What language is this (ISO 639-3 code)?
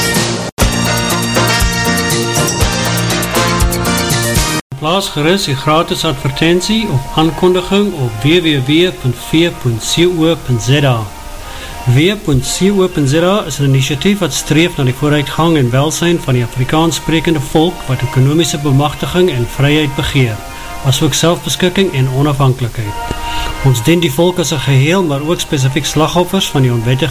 afr